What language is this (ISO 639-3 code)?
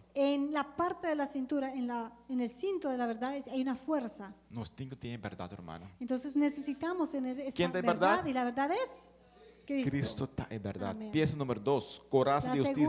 pap